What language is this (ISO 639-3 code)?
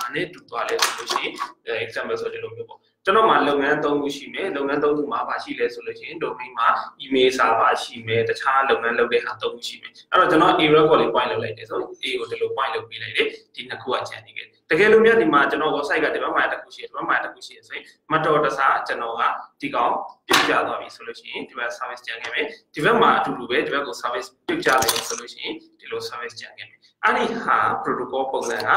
mya